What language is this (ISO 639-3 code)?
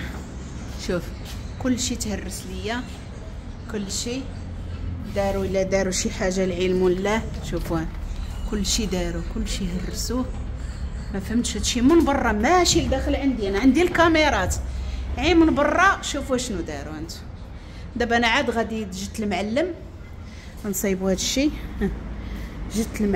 ary